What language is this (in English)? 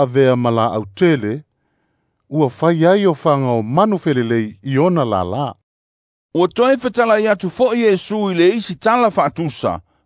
Samoan